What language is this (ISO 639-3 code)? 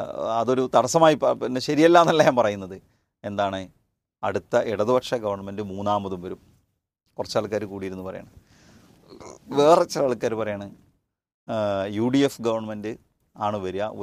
mal